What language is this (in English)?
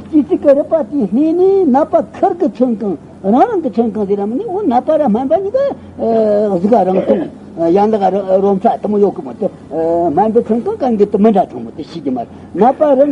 Tibetan